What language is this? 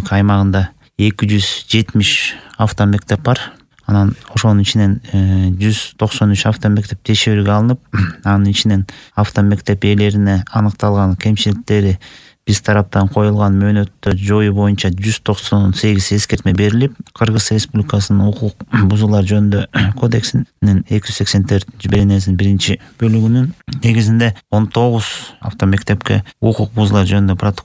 Kyrgyz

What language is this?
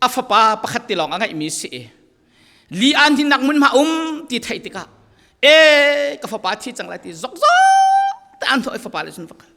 Falam Chin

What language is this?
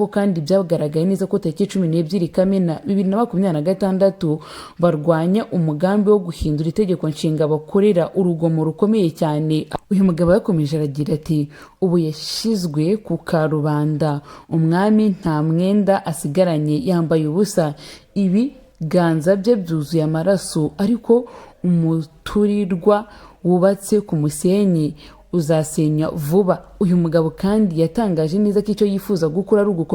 Kinyarwanda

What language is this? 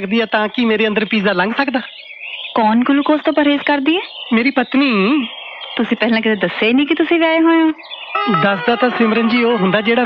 Punjabi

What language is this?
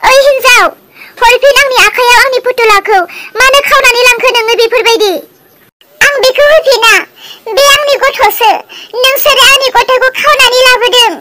Bodo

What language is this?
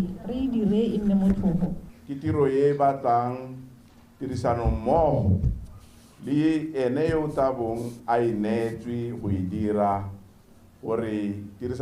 Tswana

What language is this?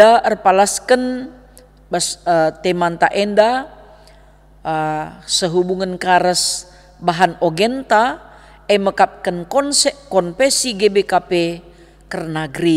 Batak Karo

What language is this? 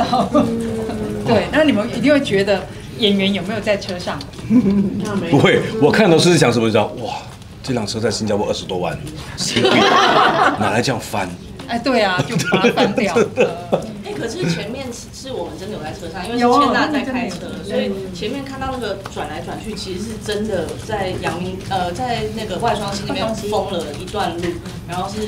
Chinese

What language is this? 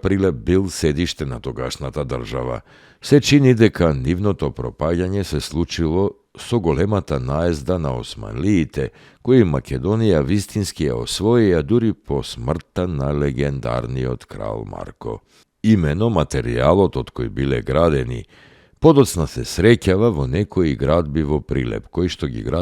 Macedonian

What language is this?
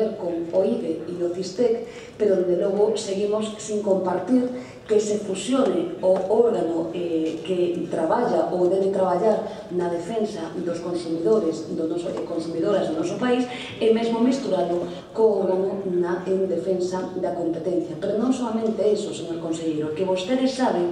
Galician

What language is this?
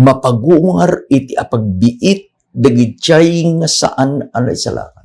Iloko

